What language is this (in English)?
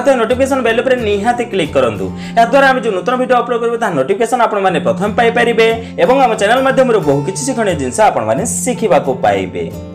Odia